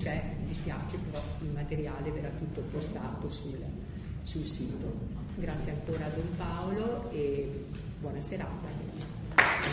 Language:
Italian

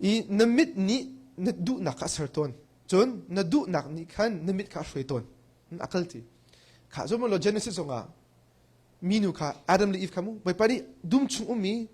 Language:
Hakha Chin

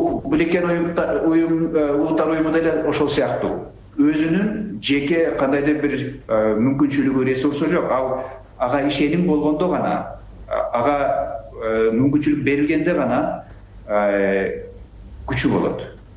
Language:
Kyrgyz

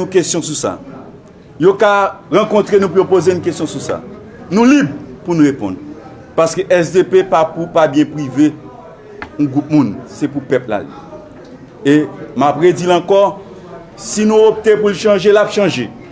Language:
Haitian Creole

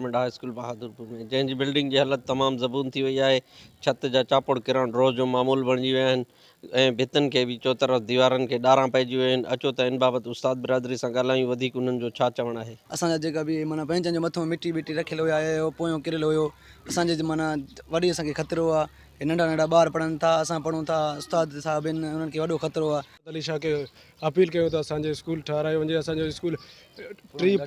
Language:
Sindhi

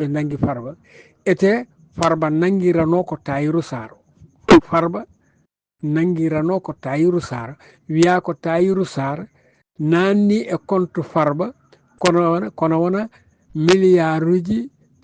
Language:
Fula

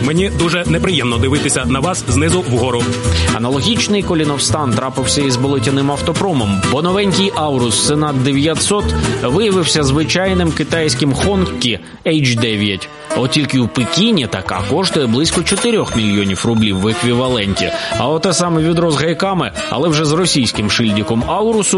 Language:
Ukrainian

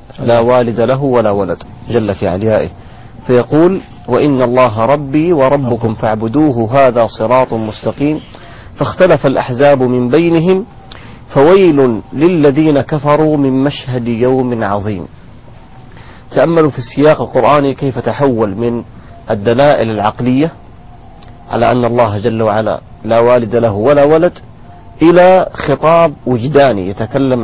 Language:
Arabic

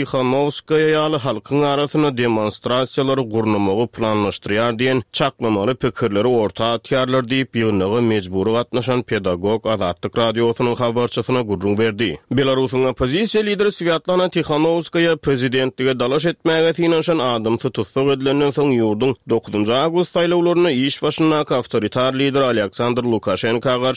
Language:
Turkmen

